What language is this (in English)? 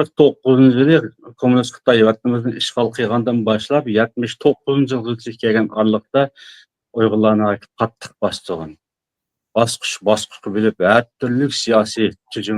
Uyghur